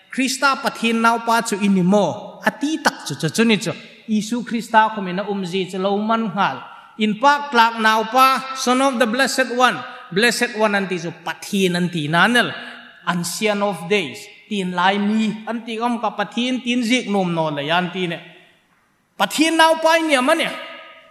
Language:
Hmar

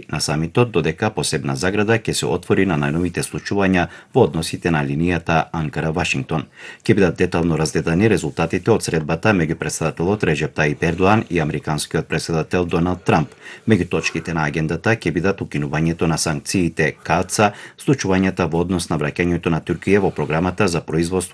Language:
Macedonian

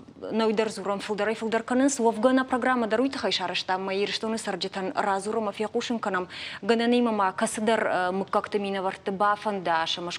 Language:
Ossetic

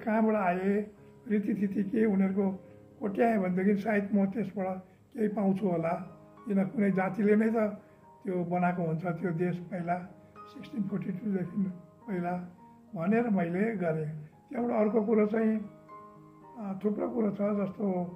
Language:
Nepali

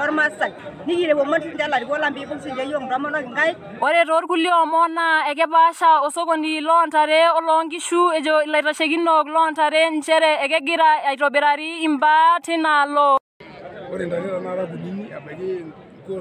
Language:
Masai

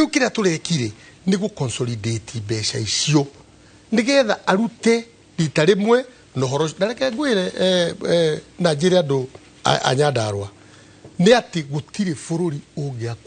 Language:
Kikuyu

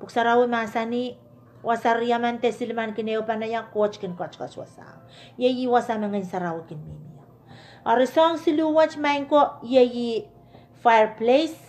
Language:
Pohnpeian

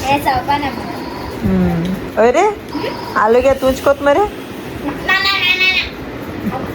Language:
Konkani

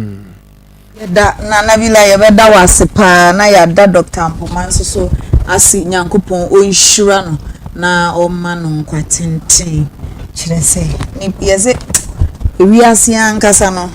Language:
Akan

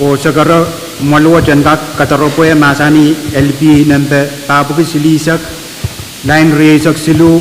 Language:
Pohnpeian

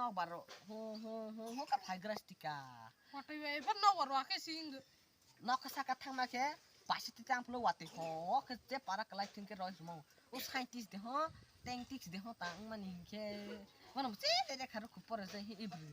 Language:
Kok Borok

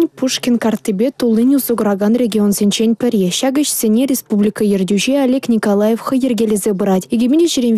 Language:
Chuvash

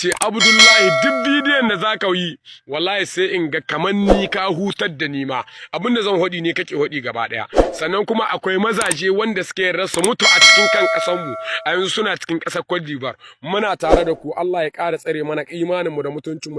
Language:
Hausa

